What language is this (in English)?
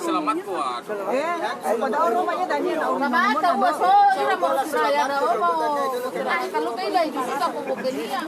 Nias